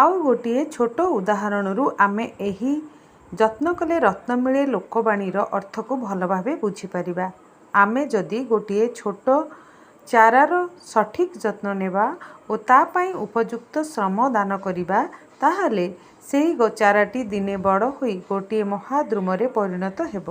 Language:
Odia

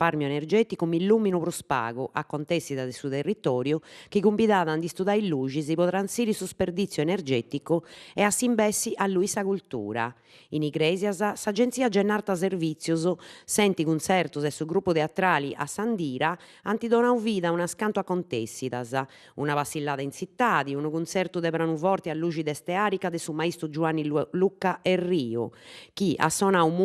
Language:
Sardinian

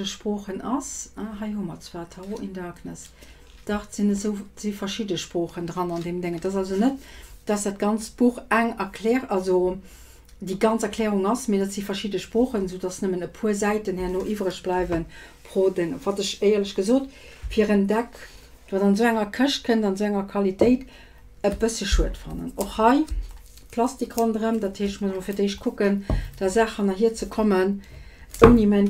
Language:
Luxembourgish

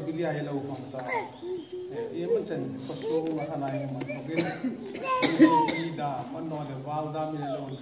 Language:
Hmar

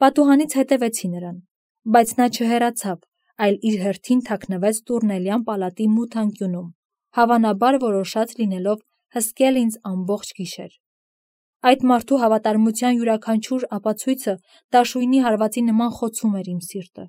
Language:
Armenian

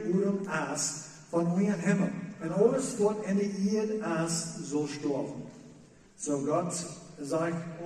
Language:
Plautdietsch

